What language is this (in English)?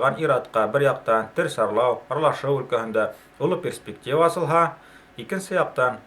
Bashkir